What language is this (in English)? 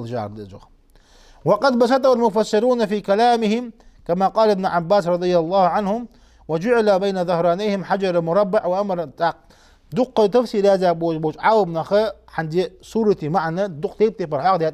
Ingush